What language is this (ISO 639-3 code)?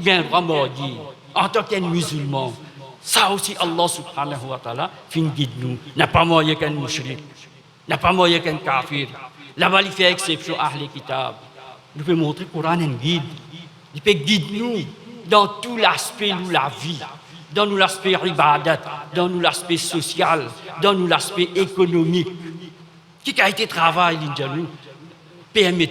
mfe